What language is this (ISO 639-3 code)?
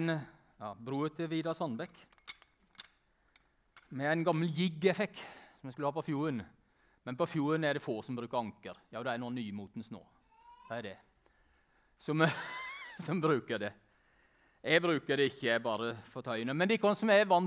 nor